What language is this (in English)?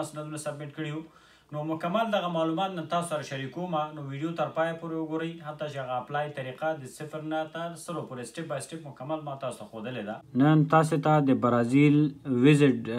Pashto